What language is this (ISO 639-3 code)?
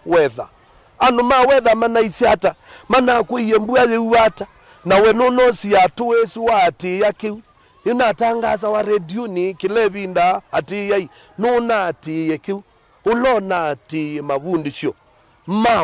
kam